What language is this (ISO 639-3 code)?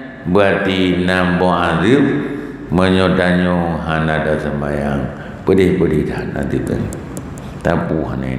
ace